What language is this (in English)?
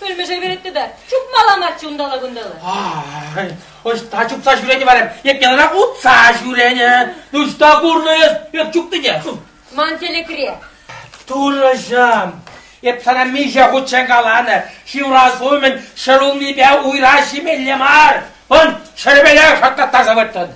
Chuvash